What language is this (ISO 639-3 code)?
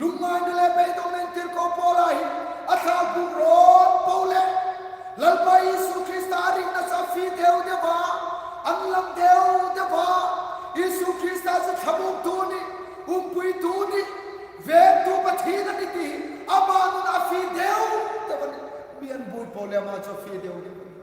hmr